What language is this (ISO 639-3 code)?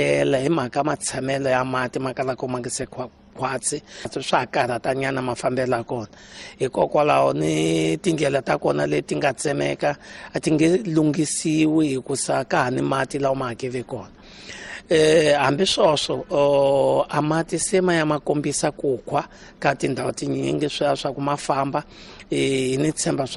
tso